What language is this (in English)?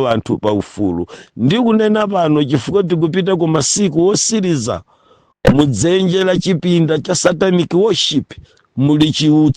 Nyanja